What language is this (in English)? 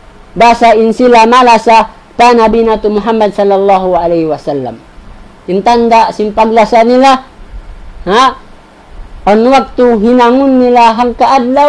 Tausug